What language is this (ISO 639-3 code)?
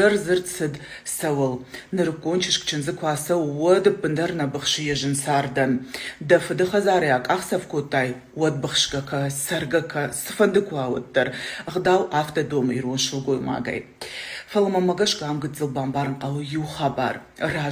oss